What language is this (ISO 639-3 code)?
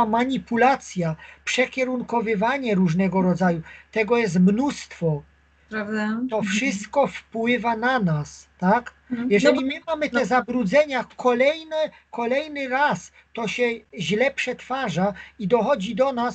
pol